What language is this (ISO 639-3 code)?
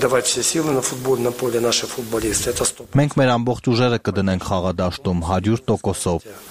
hye